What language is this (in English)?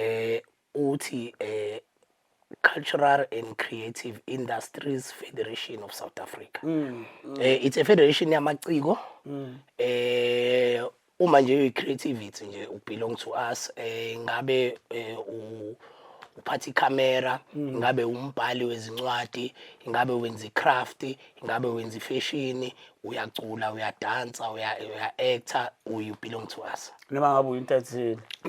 Zulu